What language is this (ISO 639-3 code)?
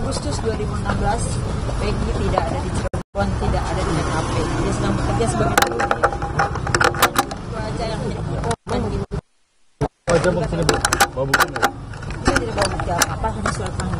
ind